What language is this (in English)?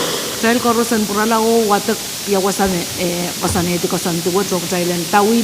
Pohnpeian